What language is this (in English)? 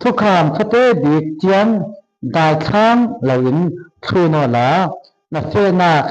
Falam Chin